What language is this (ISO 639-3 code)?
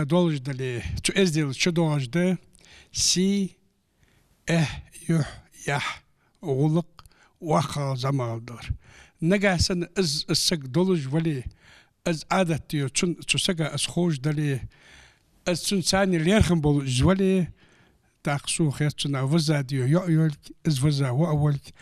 inh